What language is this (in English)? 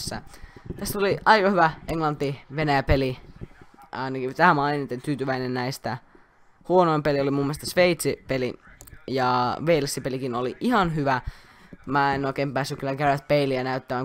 Finnish